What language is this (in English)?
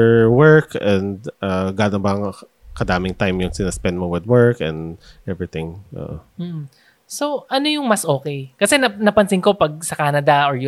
Filipino